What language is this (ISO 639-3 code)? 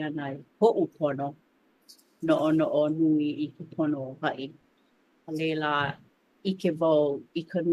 haw